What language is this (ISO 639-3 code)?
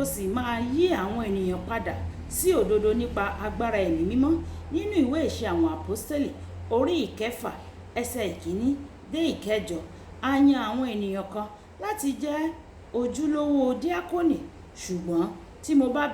yor